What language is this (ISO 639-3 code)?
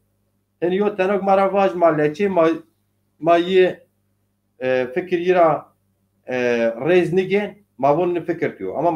zza